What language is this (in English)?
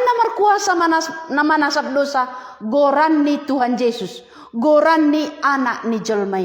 Batak Simalungun